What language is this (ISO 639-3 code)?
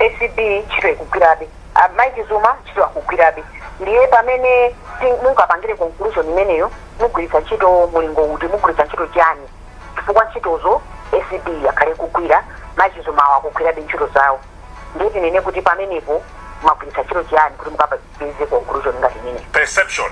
nya